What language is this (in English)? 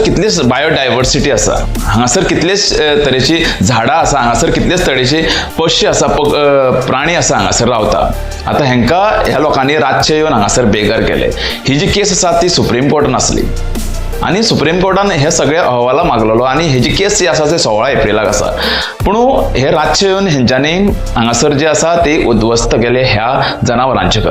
Konkani